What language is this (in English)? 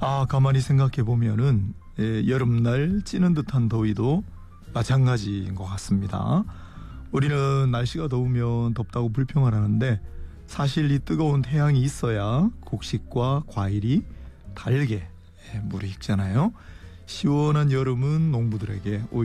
Korean